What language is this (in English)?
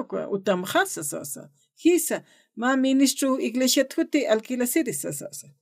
Aymara